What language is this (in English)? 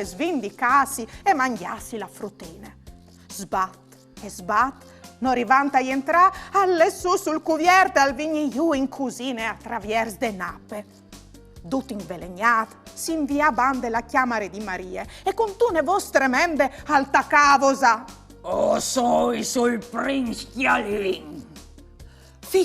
Friulian